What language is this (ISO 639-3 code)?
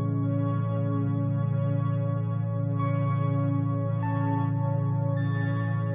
kan